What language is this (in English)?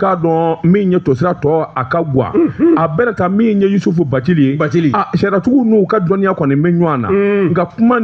Bambara